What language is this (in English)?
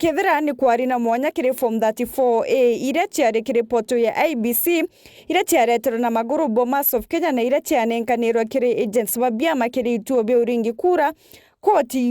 Meru